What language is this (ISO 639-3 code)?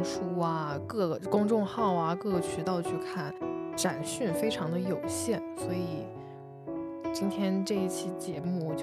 zho